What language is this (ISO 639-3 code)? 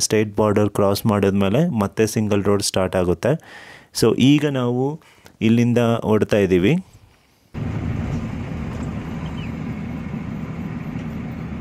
kan